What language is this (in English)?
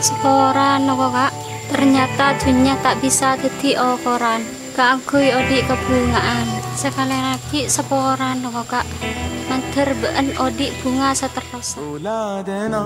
Madurese